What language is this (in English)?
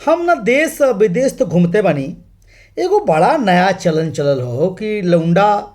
Bhojpuri